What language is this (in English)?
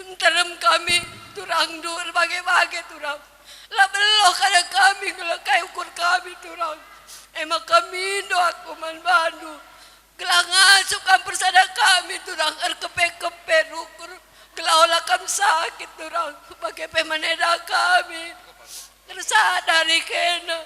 Batak Karo